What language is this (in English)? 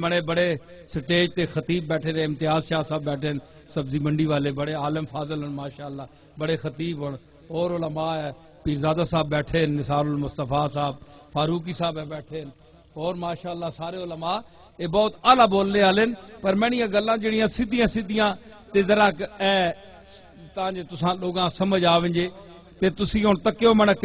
Western Panjabi